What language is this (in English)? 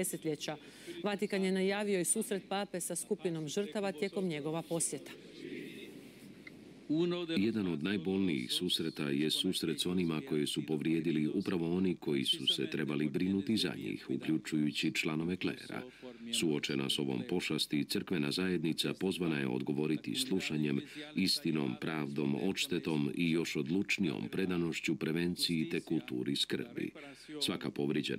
Croatian